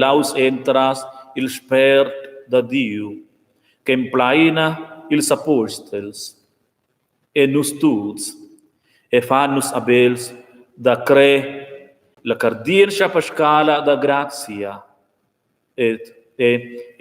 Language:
Romansh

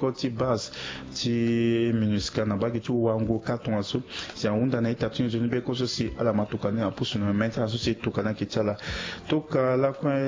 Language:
Sango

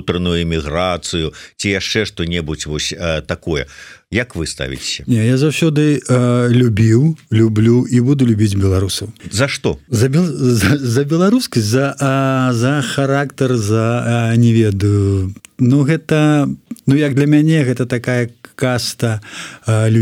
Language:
Belarusian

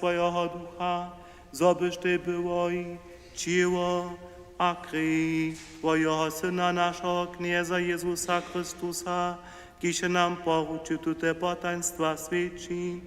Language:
Upper Sorbian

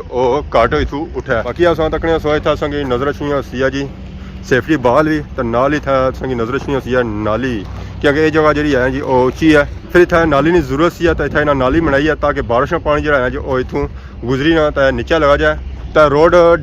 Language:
Pahari-Potwari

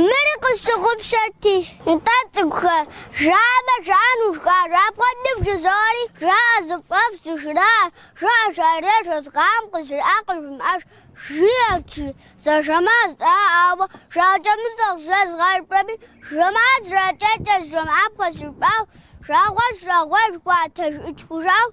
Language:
Kabardian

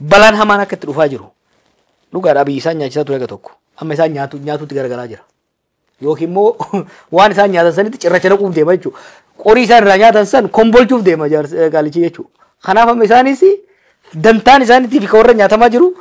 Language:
Oromo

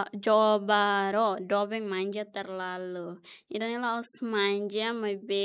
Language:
Tetum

